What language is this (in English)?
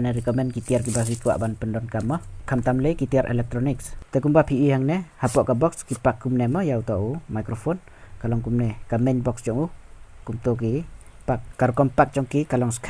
Khasi